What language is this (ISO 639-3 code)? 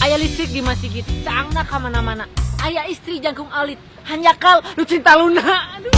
sun